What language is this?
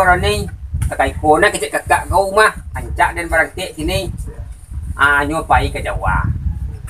Minangkabau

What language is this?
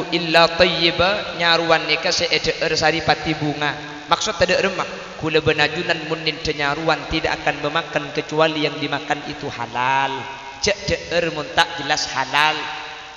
Madurese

